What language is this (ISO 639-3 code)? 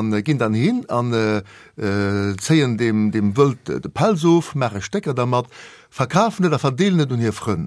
ltz